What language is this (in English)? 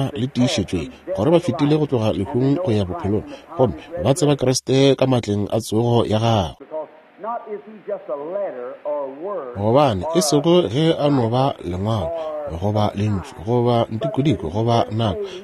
Northern Sotho